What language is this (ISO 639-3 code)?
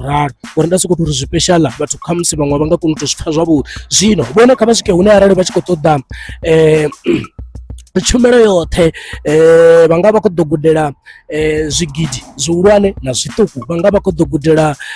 ven